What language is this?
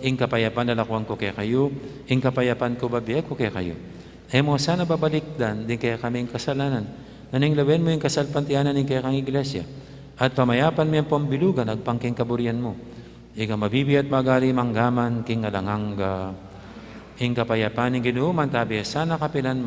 Pampanga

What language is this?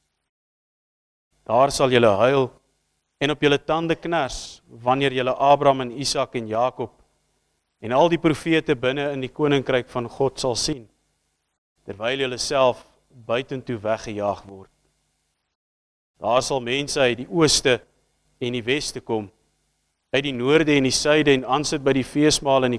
Afrikaans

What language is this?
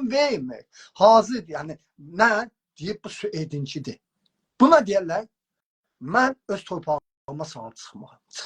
South Azerbaijani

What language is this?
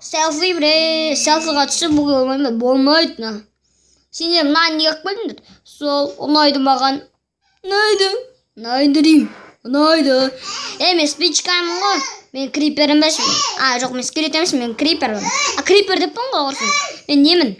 Kazakh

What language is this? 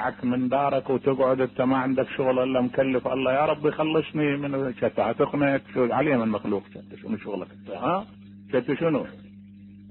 Mesopotamian Arabic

